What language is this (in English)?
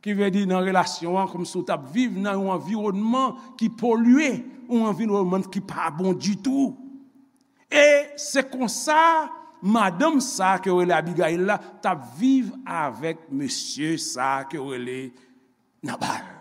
Haitian Creole